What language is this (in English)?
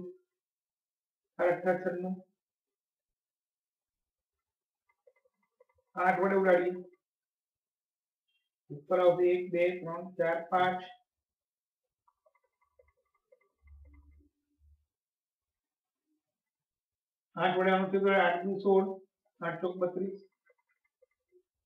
Gujarati